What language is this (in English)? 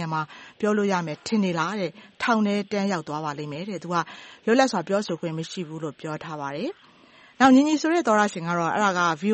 Burmese